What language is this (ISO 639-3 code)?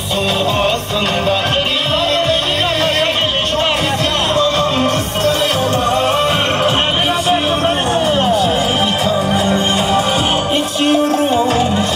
tur